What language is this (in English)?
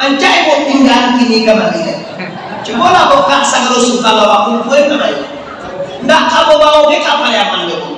Minangkabau